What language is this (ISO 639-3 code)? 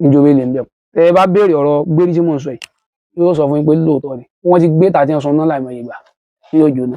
yor